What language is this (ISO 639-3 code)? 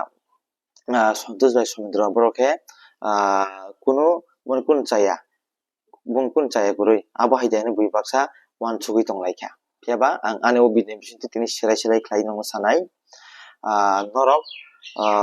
trp